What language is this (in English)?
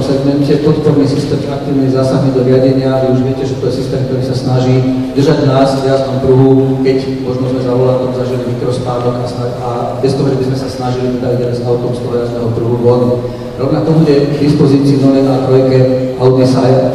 Slovak